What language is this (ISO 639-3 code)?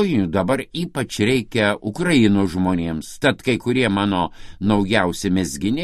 lit